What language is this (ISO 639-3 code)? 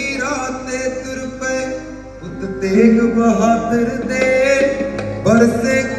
pan